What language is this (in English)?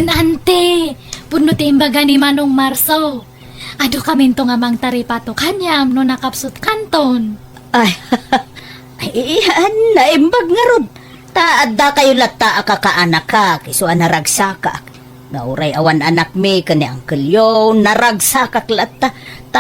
Iloko